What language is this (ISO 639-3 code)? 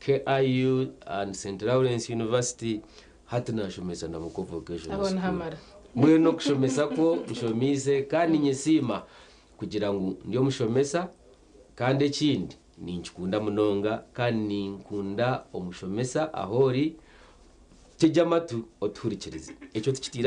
nyn